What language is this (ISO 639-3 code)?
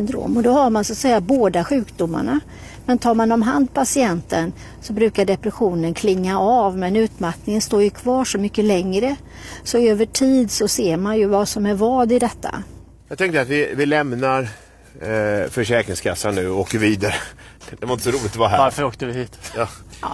swe